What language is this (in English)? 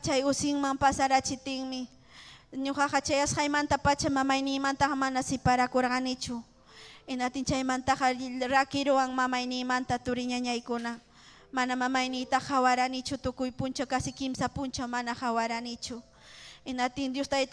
Ayacucho Quechua